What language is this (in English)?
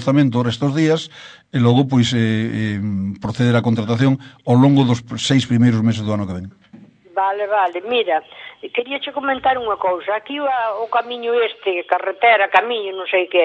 Galician